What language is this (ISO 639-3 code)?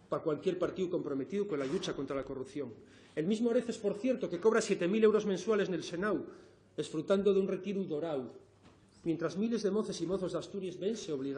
ast